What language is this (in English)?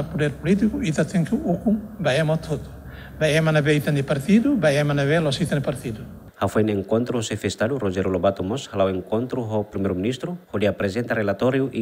Tetum